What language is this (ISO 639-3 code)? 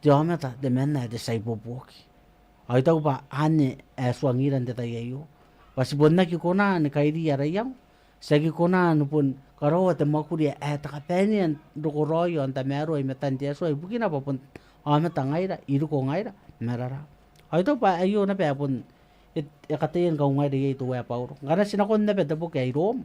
gil